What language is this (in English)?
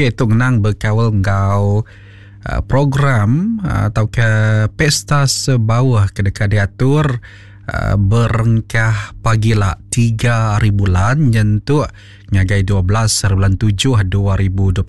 Iban